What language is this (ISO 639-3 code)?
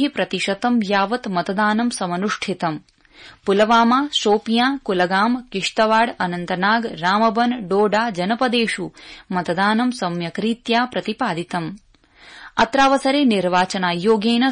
san